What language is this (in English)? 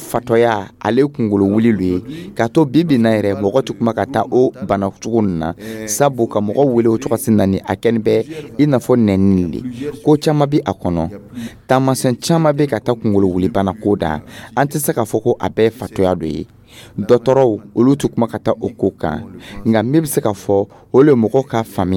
Dyula